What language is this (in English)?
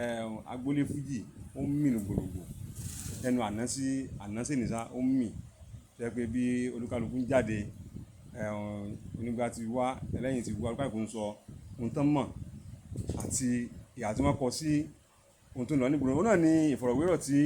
Yoruba